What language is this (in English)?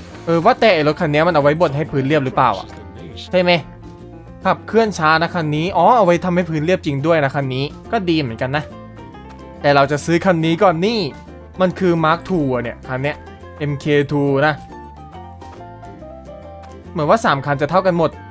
Thai